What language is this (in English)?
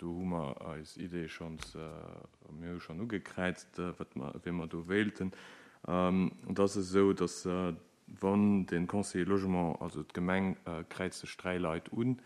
Luxembourgish